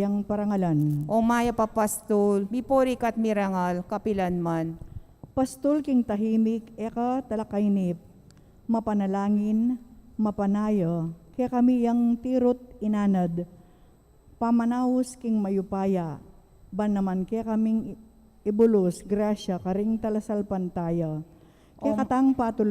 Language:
Pampanga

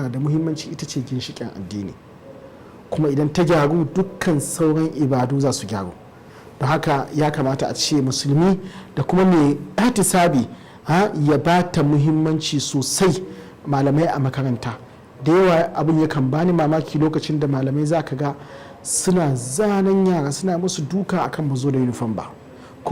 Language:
Hausa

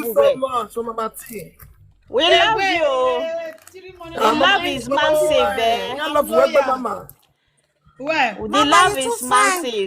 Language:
Nigerian Pidgin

